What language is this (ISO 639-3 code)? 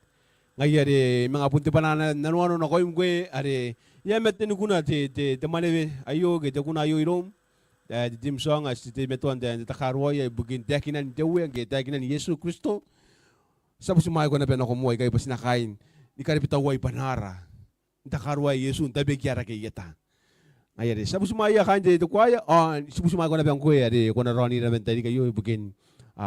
gil